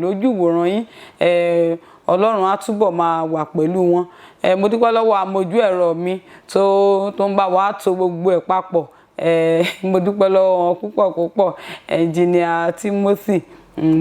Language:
Yoruba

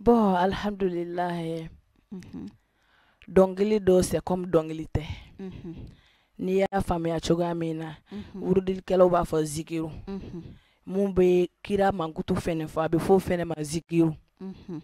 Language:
Bambara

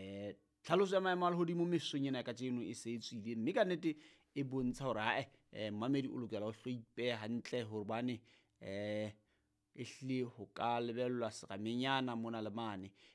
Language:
Southern Sotho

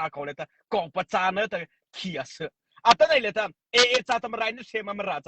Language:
Mara Chin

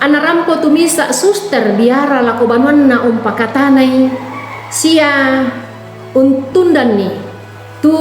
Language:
Toraja-Sa'dan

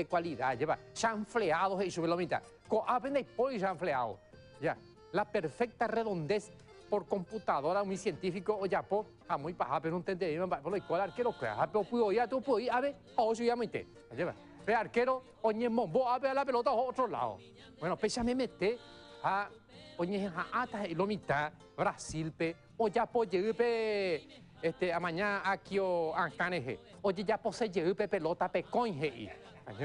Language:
Guarani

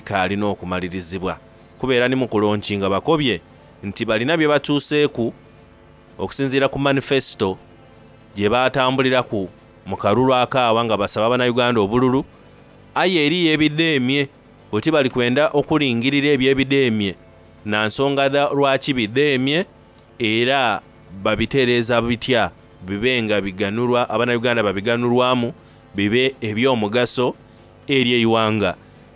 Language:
Soga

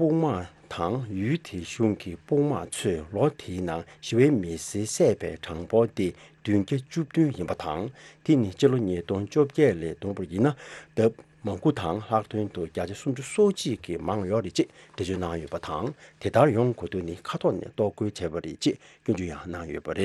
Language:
Tibetan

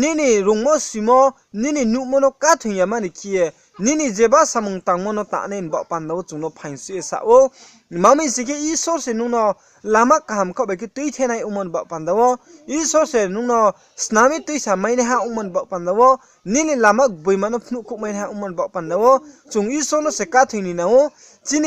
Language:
Riang (India)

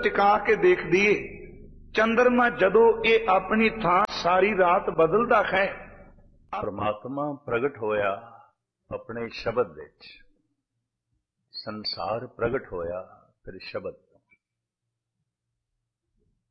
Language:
Punjabi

